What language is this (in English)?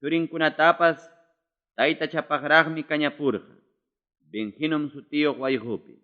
Ayacucho Quechua